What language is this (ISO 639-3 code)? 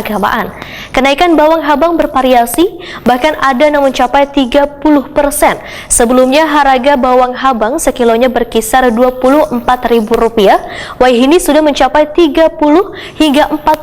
bjn